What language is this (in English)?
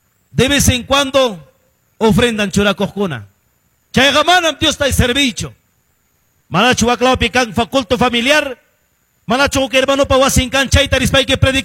Quechua